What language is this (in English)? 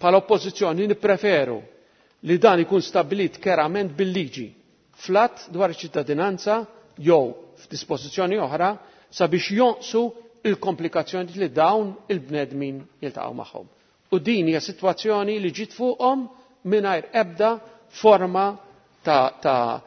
Maltese